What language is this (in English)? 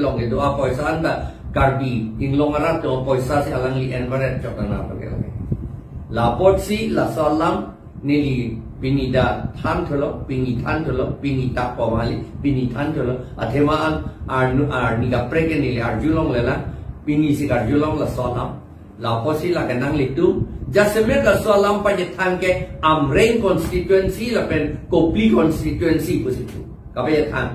Karbi